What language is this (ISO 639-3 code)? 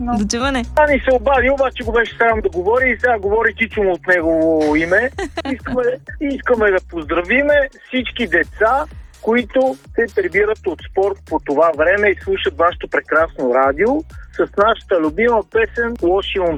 bul